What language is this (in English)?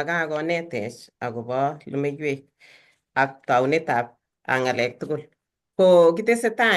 Kalenjin